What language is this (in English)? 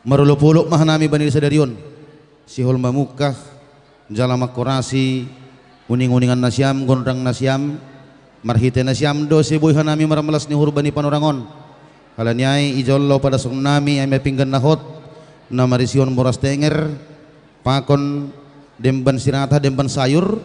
Batak Simalungun